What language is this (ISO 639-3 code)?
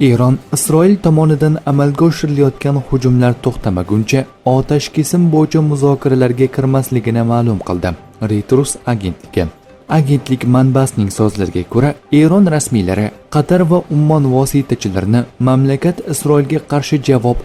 uzb